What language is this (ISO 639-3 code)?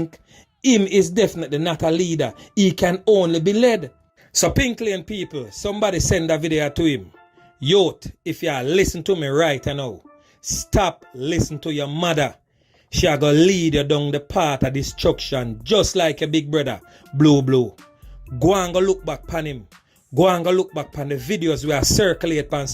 jam